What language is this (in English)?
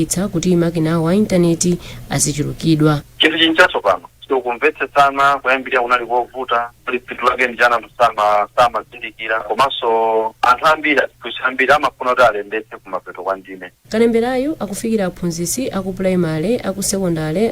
Nyanja